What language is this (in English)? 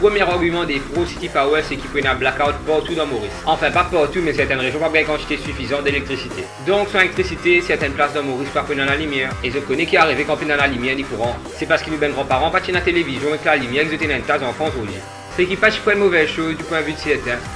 Morisyen